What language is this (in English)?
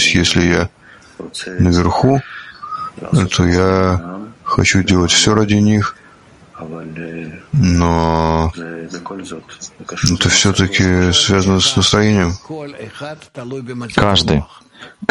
Russian